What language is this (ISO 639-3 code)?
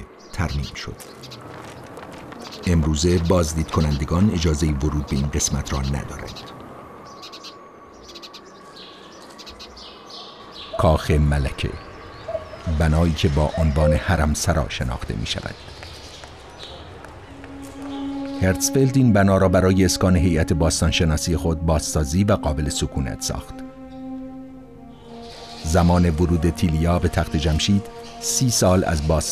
fas